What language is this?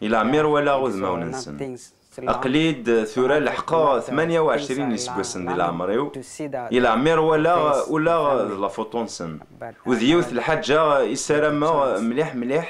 Kabyle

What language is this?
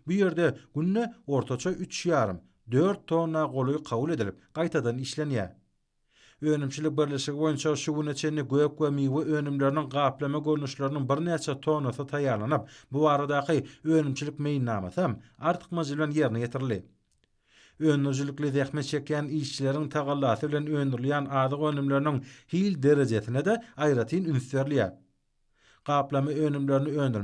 Turkmen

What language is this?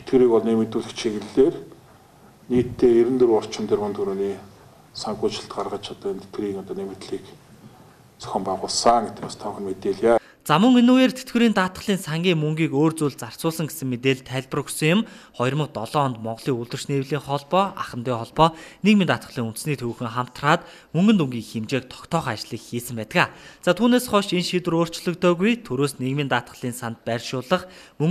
Mongolian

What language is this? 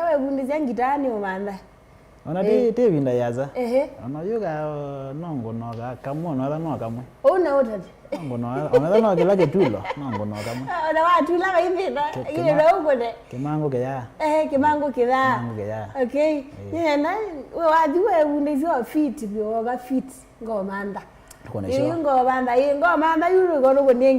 Kamba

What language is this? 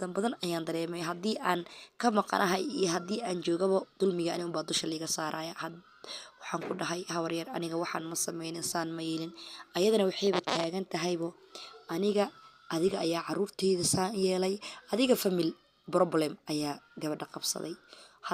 Somali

